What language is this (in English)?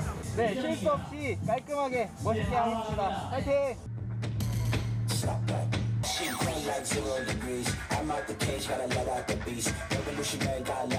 Korean